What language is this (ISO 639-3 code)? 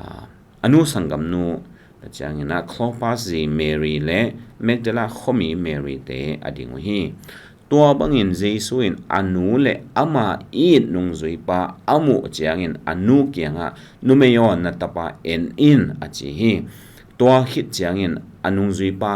ctd